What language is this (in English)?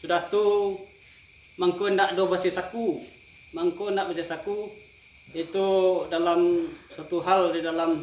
Minangkabau